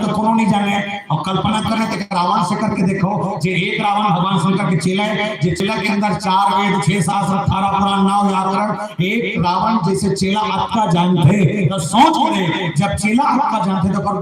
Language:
Chhattisgarhi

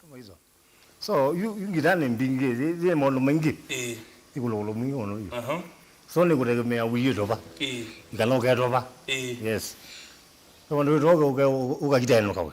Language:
Kamba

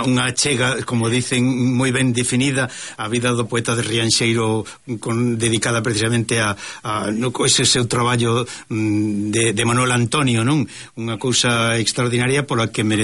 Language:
Galician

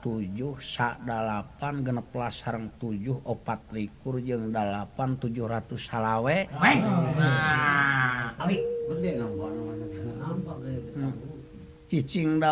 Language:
Sundanese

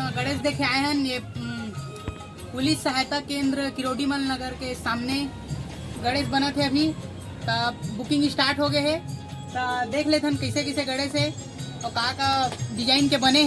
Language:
Chhattisgarhi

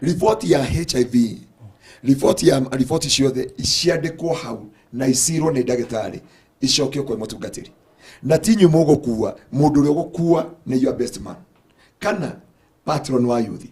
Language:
Kikuyu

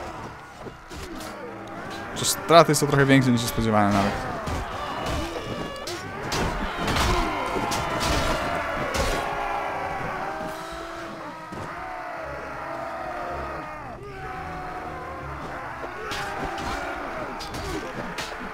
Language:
Polish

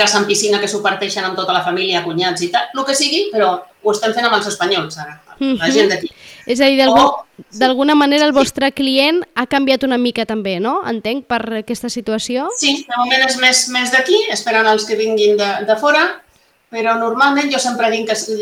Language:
Catalan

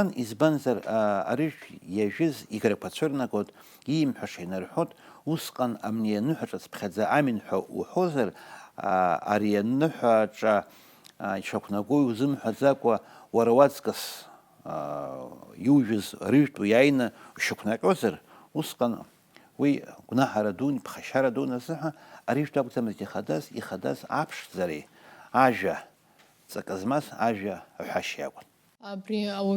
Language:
Abkhazian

